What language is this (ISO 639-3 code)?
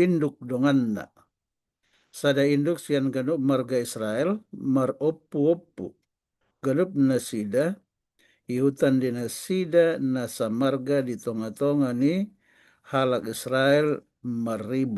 bbc